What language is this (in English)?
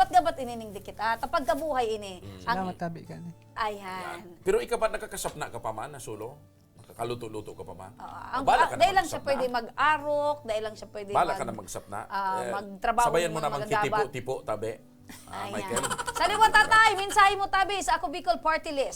Bikol